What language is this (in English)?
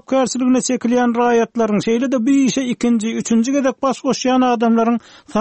Turkmen